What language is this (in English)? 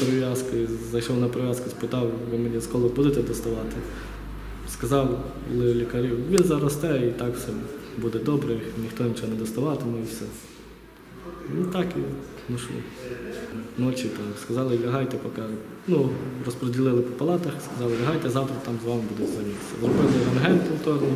Ukrainian